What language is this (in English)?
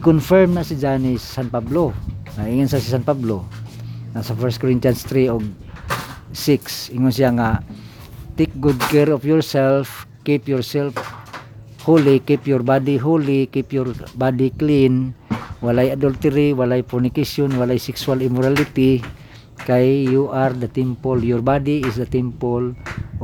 Cebuano